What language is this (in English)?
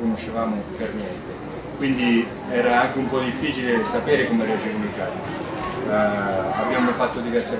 Italian